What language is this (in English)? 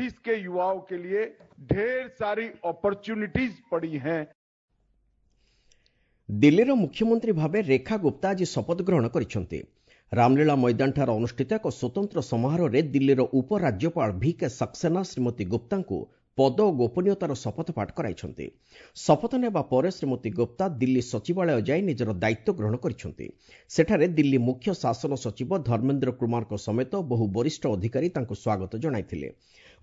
Odia